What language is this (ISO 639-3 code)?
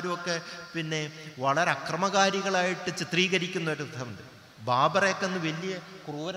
mal